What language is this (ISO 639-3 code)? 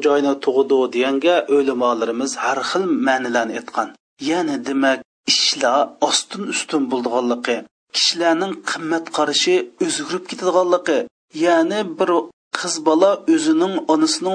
uig